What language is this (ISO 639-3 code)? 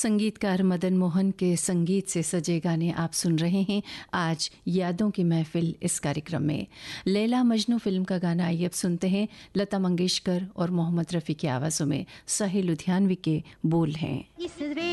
hin